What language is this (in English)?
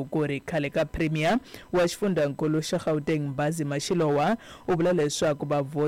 Tsonga